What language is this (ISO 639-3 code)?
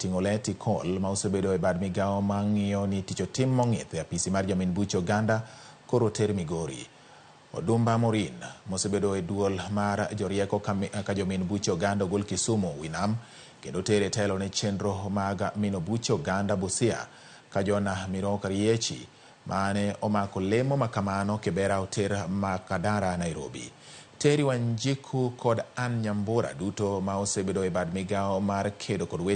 luo